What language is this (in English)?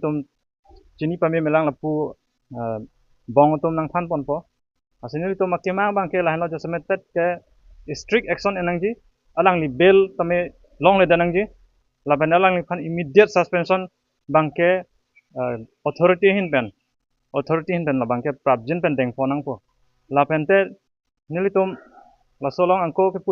Karbi